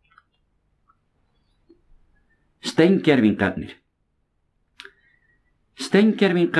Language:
Icelandic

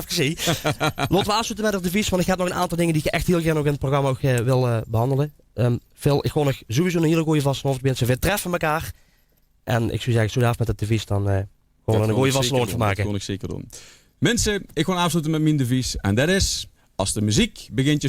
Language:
Limburgish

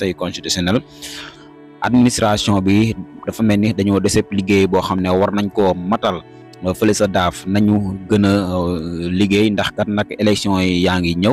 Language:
Wolof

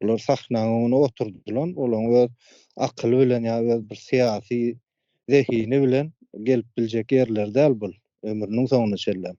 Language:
Turkmen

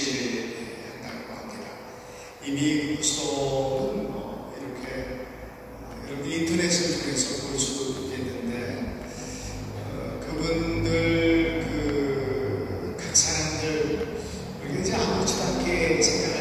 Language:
Korean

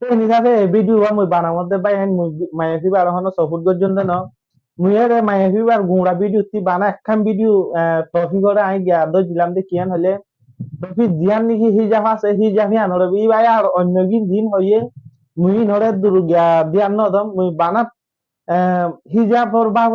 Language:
Rohingya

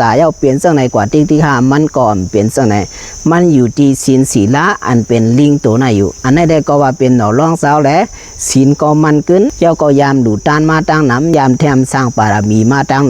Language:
Shan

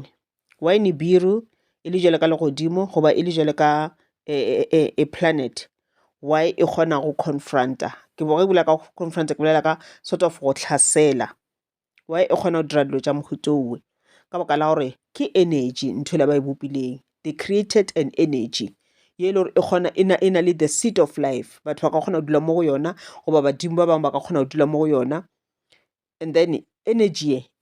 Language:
Northern Sotho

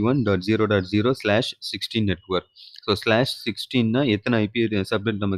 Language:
Tamil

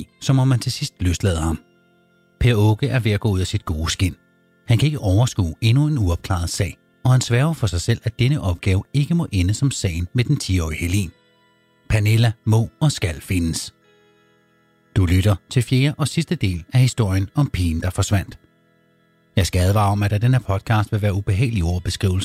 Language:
Danish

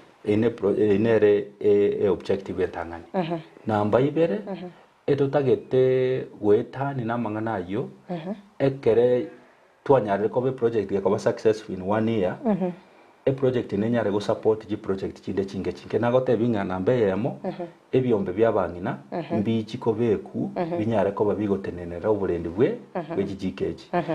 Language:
Gusii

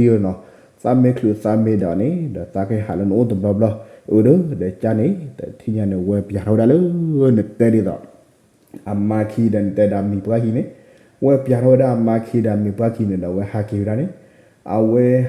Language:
S'gaw Karen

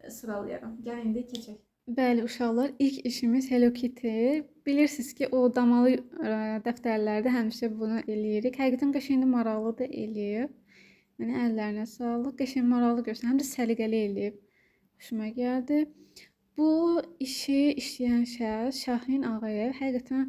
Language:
Azerbaijani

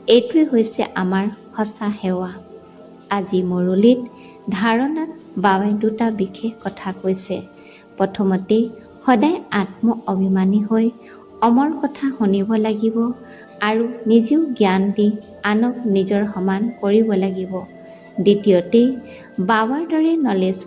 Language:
Assamese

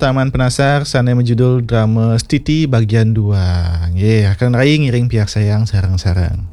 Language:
Balinese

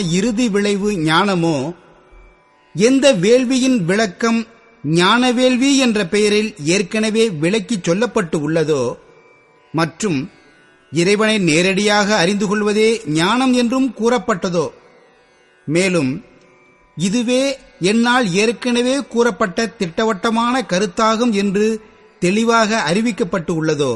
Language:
Tamil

